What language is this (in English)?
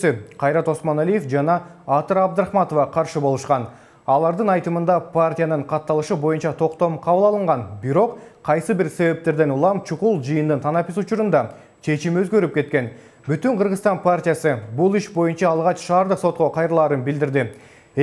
Kyrgyz